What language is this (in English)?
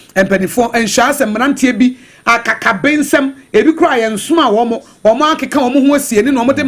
Akan